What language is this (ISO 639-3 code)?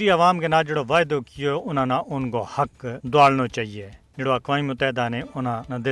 gju